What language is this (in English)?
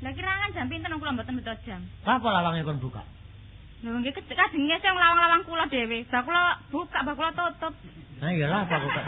Javanese